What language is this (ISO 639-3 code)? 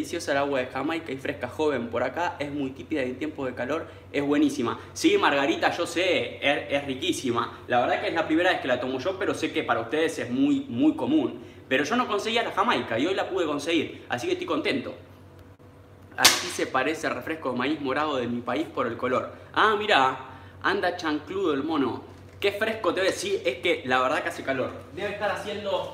spa